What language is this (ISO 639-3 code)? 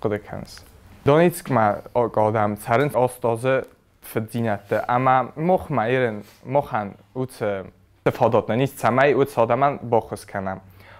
oss